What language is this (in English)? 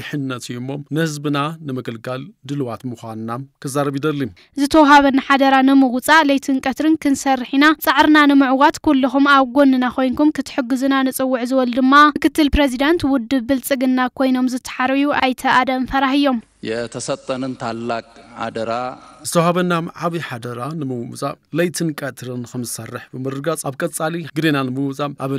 Tigrinya